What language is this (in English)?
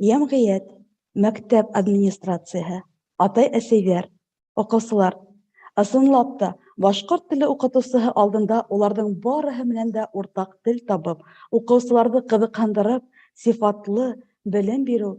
Bashkir